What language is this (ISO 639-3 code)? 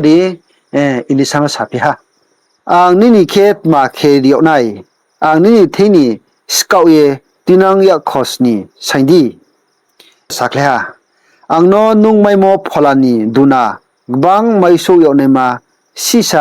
ria